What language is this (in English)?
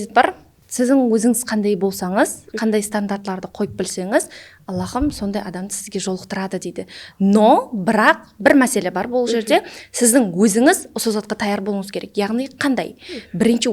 Kara-Kalpak